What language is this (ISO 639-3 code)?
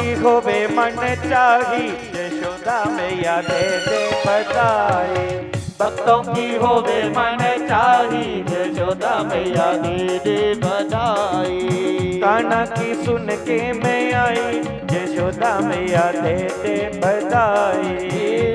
doi